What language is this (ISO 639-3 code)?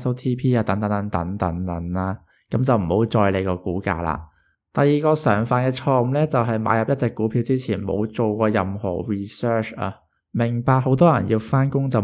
yue